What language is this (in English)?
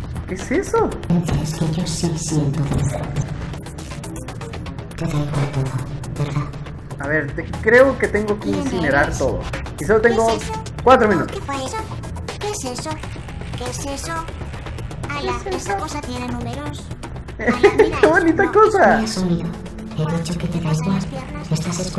Spanish